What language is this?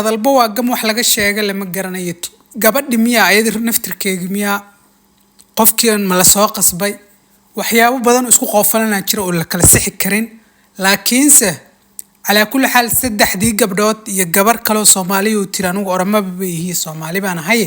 Somali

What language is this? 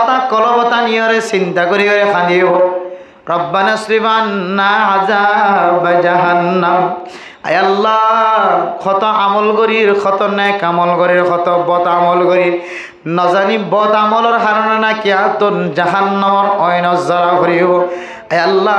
Rohingya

